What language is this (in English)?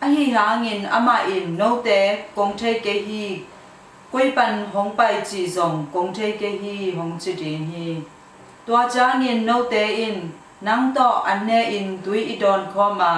Tedim Chin